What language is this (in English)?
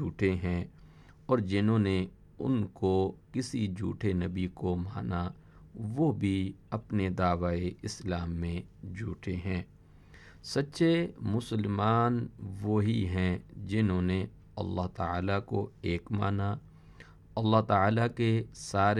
Urdu